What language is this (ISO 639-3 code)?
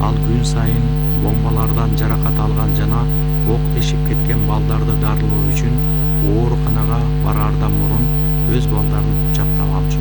kir